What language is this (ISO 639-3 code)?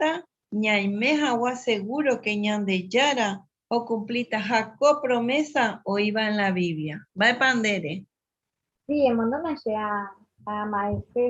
grn